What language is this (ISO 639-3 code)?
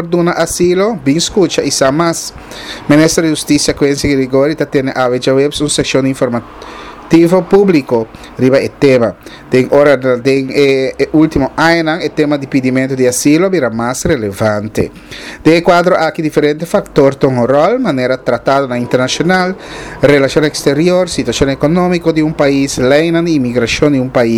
pap